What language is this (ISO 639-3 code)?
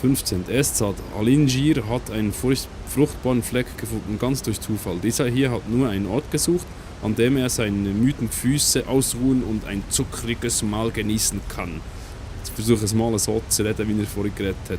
gsw